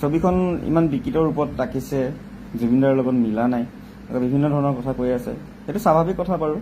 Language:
Assamese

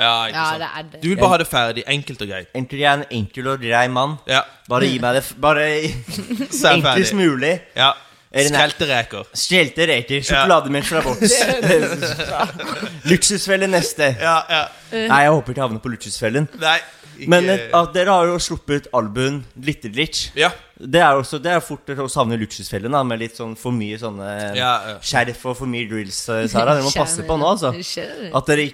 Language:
Norwegian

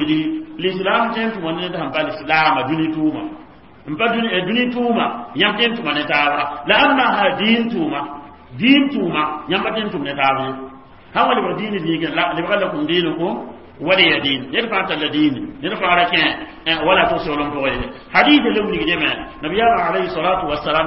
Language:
Mossi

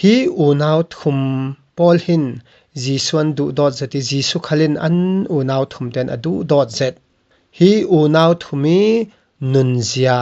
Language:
Falam Chin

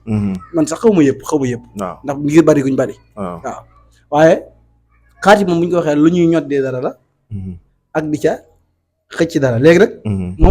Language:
Wolof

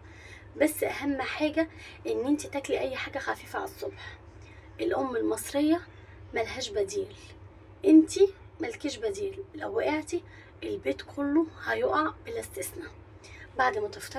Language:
Egyptian Arabic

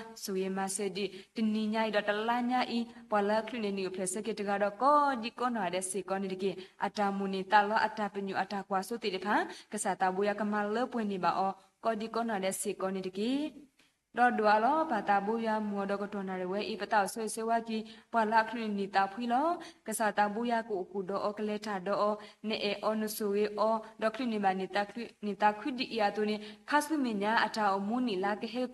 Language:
S'gaw Karen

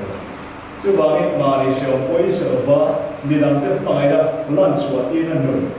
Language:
Mizo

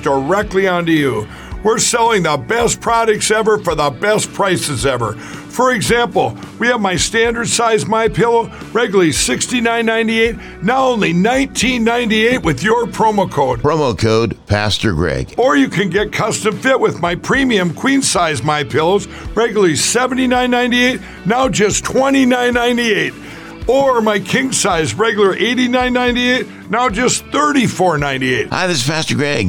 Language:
English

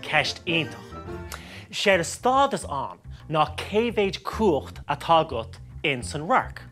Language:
Irish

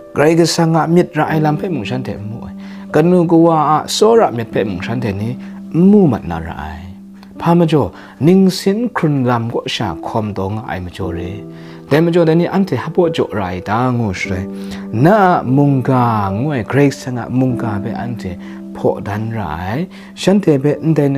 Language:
Kachin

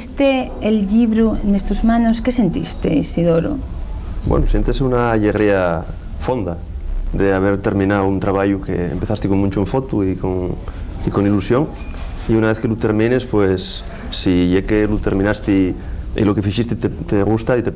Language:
Asturian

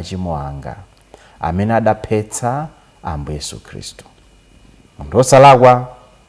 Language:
Nyanja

